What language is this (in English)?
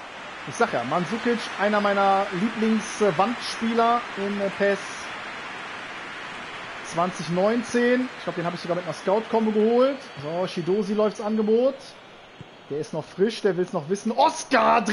German